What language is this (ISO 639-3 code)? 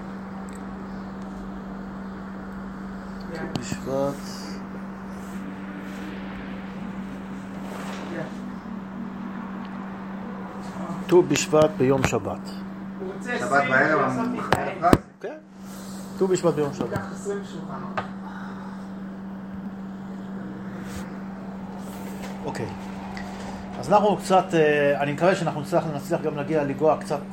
heb